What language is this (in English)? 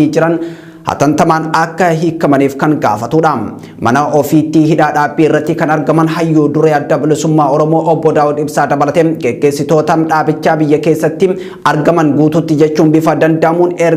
Oromo